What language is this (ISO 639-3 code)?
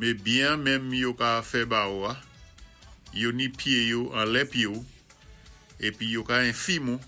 acf